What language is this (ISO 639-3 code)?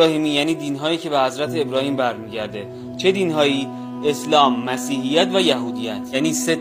fas